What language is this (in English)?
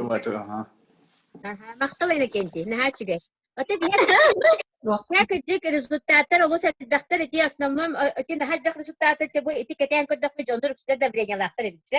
Yakut